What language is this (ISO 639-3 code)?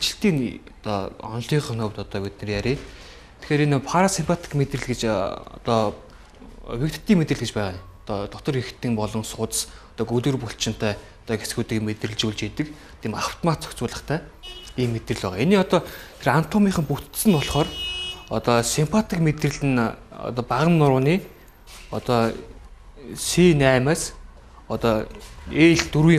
mon